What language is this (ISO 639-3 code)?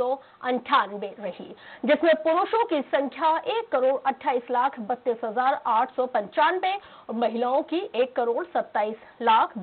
hin